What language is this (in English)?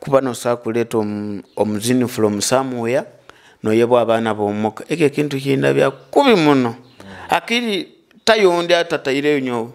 Nyoro